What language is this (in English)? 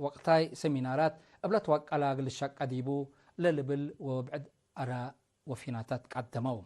Tigre